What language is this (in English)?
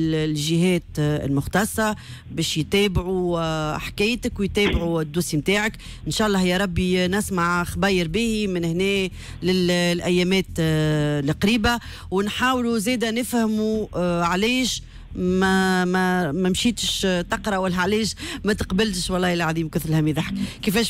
Tunisian Arabic